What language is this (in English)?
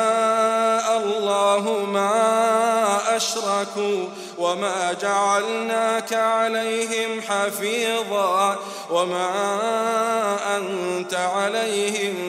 Arabic